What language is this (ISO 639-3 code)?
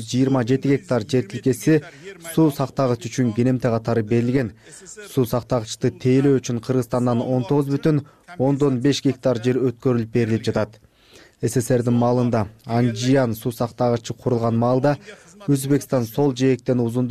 kir